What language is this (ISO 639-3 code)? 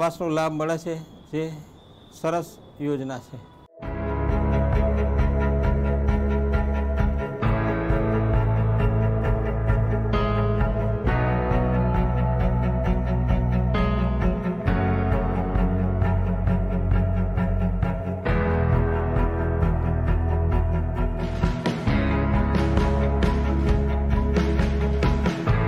guj